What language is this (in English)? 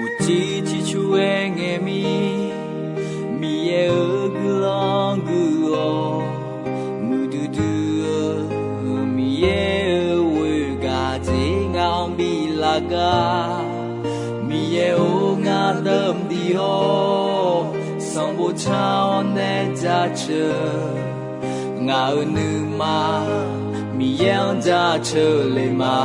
Akha